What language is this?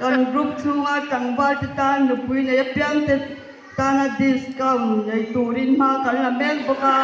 Mizo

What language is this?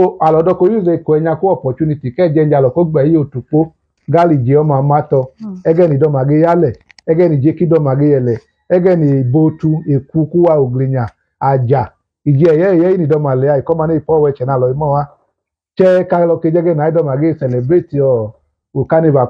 Idoma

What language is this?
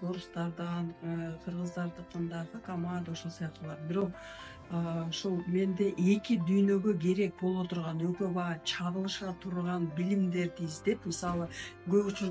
Kyrgyz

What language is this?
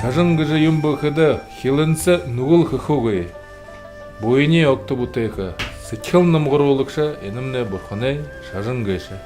Buriat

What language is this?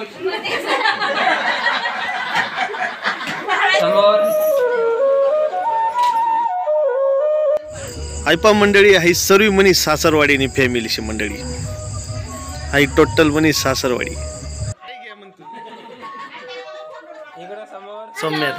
Ahirani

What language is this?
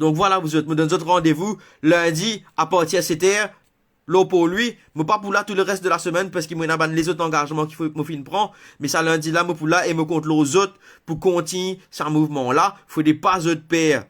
Morisyen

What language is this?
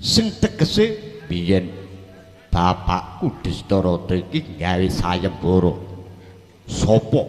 Javanese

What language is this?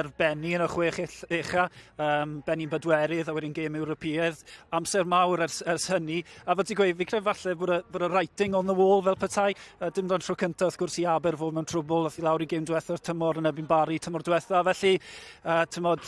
Welsh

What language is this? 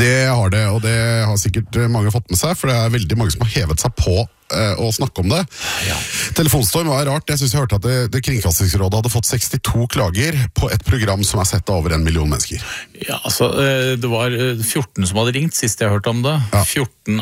Norwegian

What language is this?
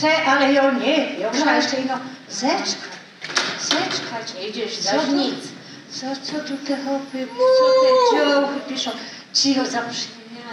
Silesian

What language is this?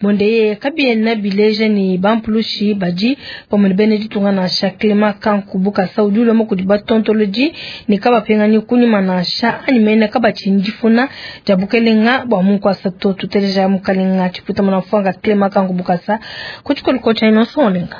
Luba-Lulua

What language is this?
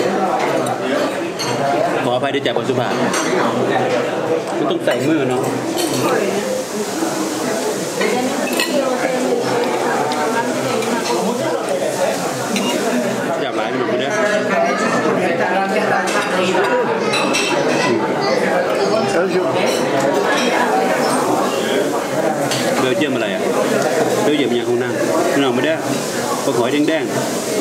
Thai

